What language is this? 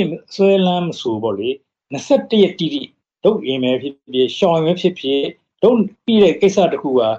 Burmese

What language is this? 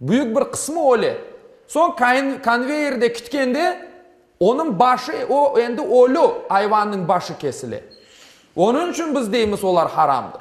Crimean Tatar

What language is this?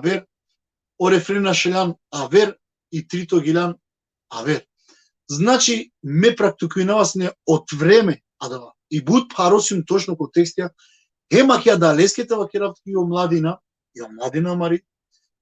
Balkan Romani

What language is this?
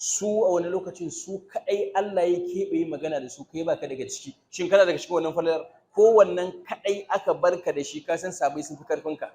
Hausa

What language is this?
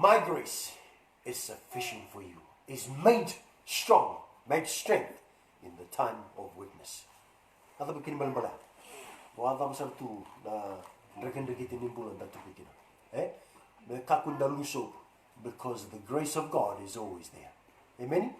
Fijian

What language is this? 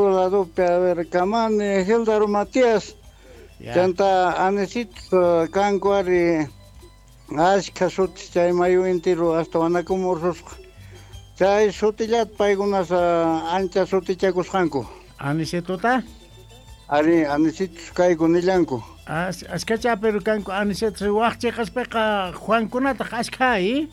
Quechua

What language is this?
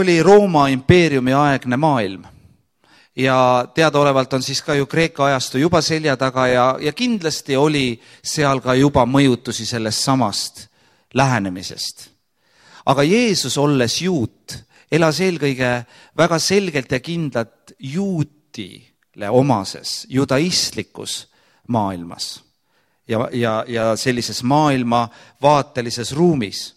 Estonian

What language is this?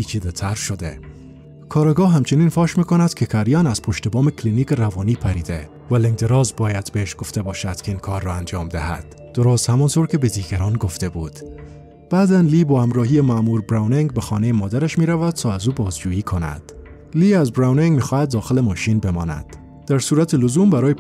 Persian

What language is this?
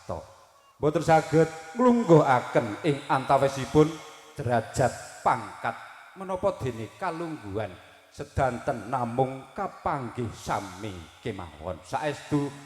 Javanese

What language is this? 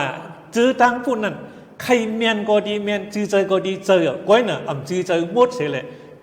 Shan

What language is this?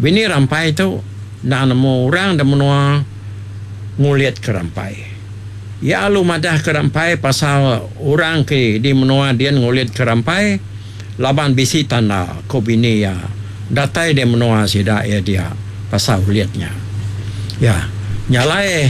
Iban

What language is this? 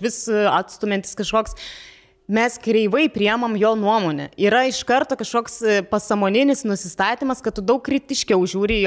Lithuanian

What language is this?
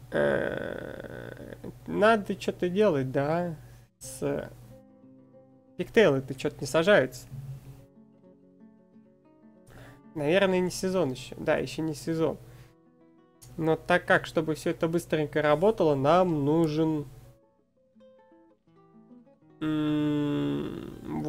Russian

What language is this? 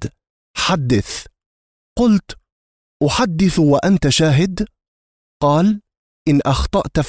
Arabic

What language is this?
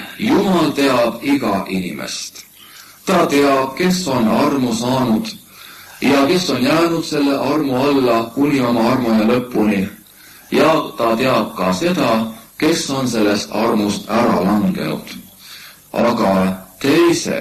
Estonian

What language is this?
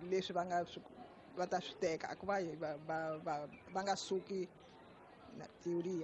Tsonga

